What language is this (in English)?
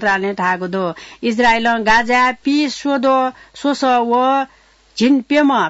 Newari